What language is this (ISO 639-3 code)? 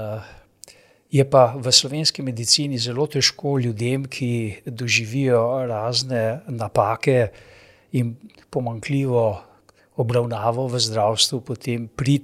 slv